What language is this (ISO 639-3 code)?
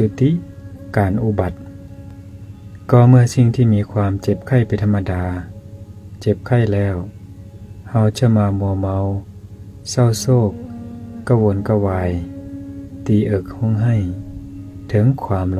lao